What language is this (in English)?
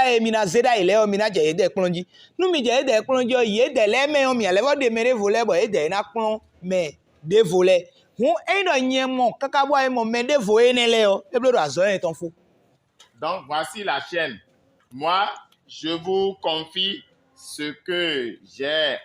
Fon